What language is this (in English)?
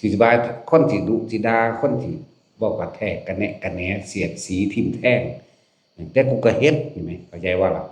Lao